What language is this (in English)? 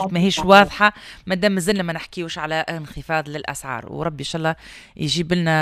Tunisian Arabic